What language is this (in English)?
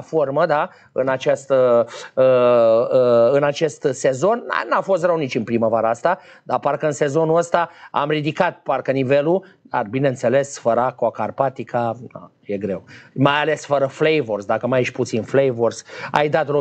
Romanian